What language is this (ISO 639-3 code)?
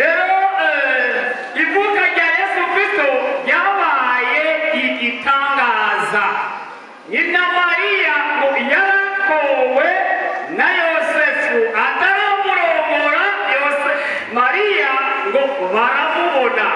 run